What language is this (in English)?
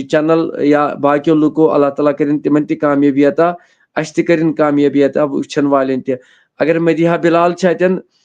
Kashmiri